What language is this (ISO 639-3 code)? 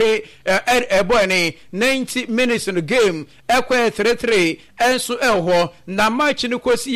aka